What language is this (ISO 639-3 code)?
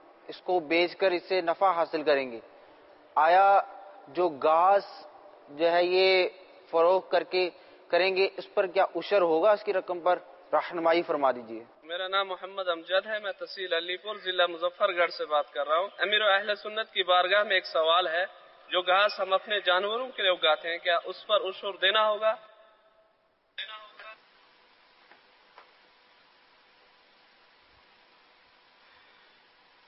urd